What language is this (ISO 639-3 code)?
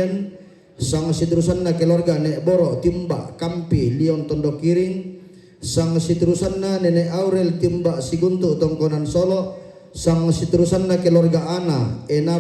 sda